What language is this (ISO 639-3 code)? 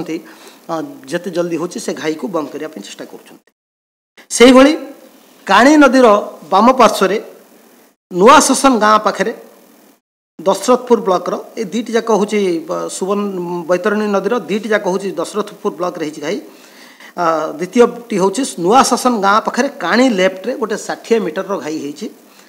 ori